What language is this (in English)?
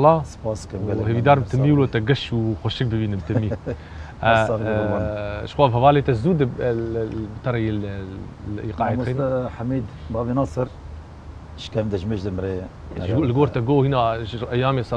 Kurdish